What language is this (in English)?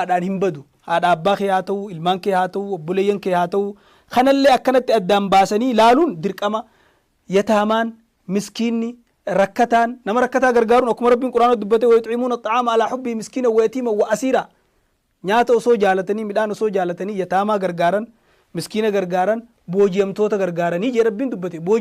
Oromo